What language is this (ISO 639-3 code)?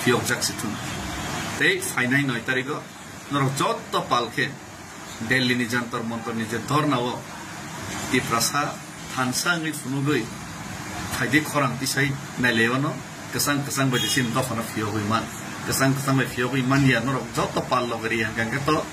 trp